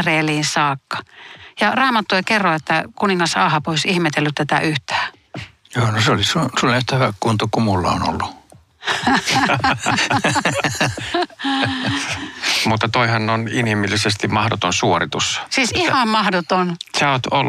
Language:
Finnish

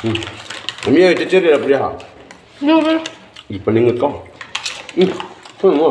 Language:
Cebuano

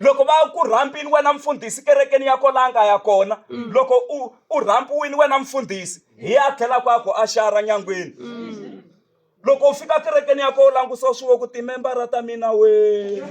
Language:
Tsonga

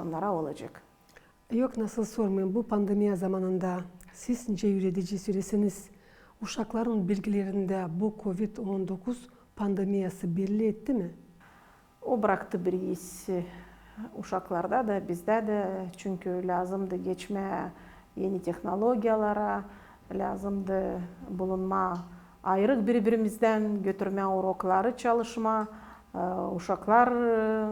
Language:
Gagauz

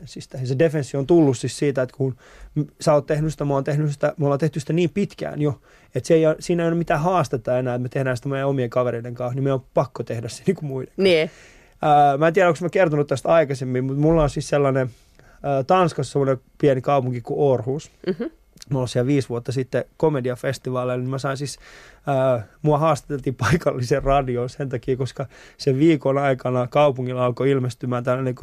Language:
Finnish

